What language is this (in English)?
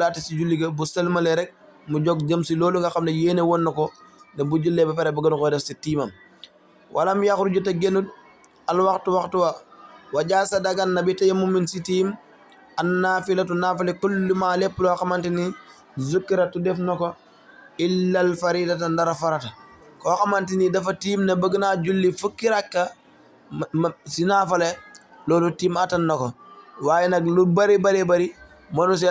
Wolof